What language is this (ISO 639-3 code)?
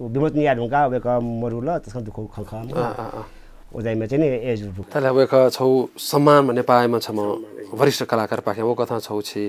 new